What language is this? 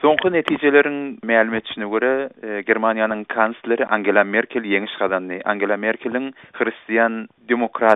Turkmen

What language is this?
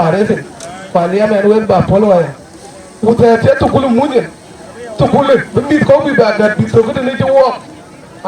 Dinka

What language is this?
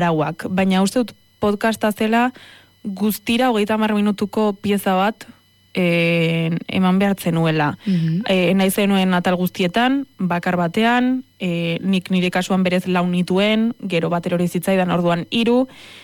Basque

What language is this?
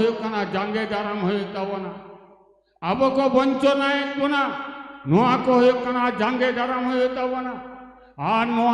Santali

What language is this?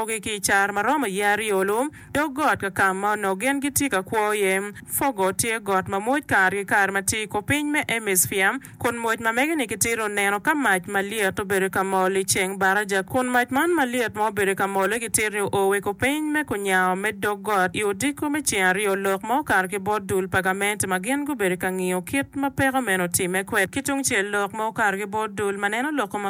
Acoli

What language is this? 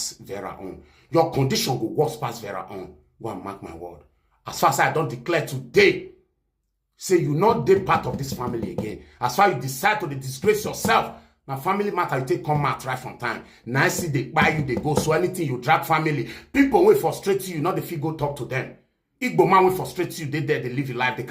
Nigerian Pidgin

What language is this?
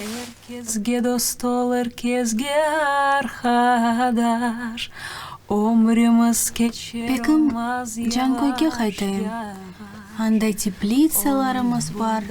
Crimean Tatar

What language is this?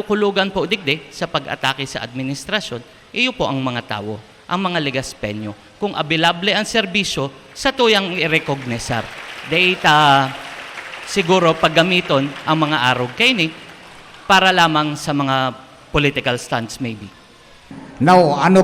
Bikol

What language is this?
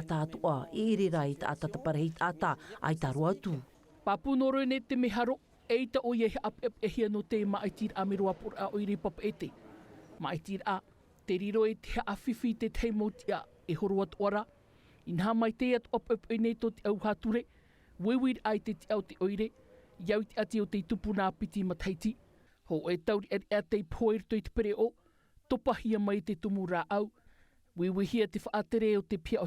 Tahitian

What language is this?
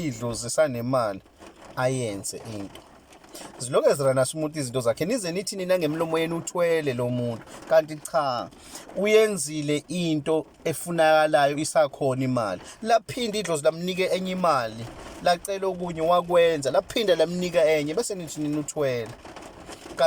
Zulu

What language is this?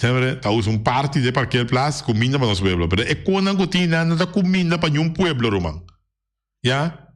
Papiamento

